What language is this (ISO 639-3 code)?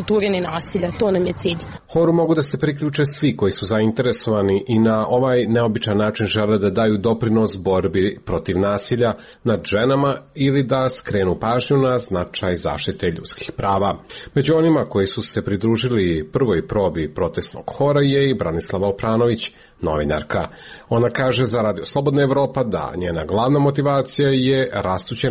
srp